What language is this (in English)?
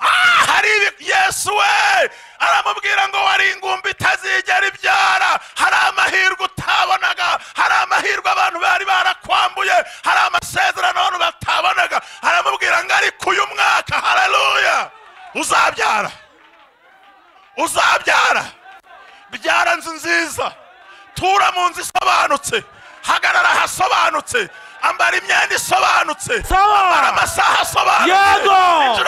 Kinyarwanda